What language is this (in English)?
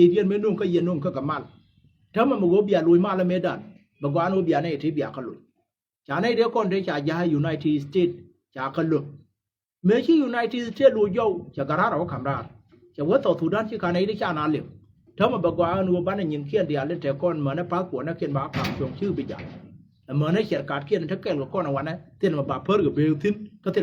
Nuer